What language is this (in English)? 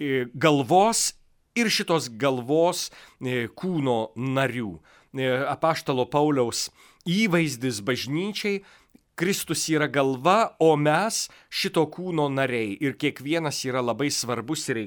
Lithuanian